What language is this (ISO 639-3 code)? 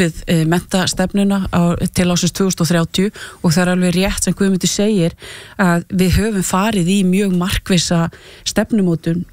isl